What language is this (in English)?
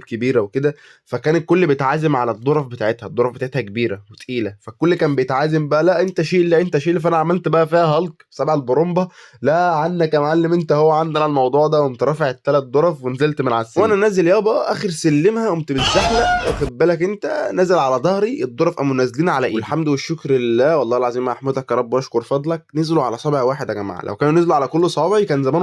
Egyptian Arabic